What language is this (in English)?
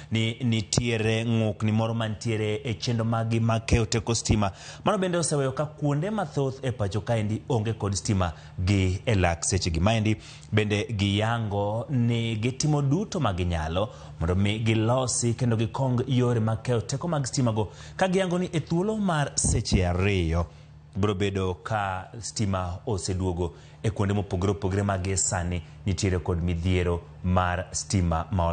Luo (Kenya and Tanzania)